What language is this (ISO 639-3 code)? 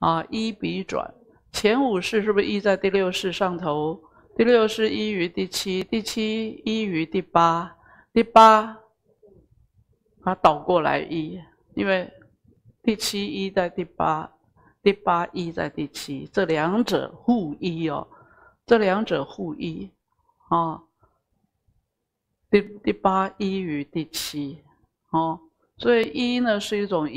zho